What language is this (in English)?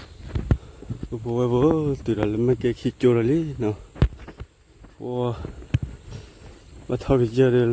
S'gaw Karen